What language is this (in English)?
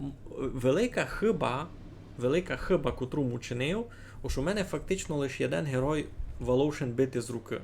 Rusyn